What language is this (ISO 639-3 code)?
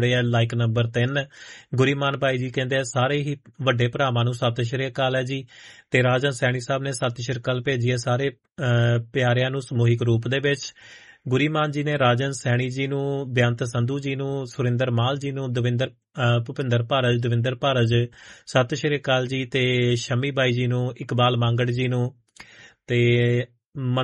pan